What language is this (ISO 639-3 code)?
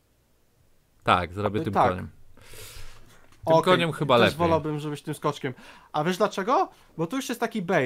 pol